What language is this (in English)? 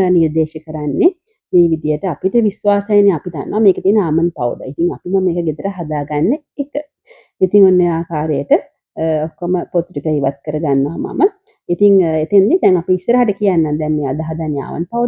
Sinhala